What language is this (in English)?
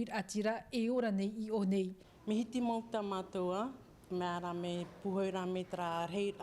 Tahitian